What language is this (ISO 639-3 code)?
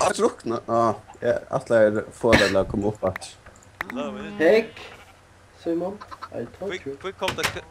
fao